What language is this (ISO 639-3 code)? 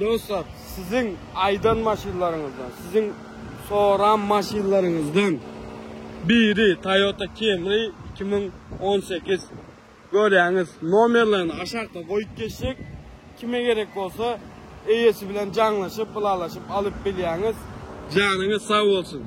tuk